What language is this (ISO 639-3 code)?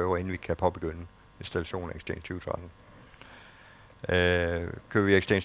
dan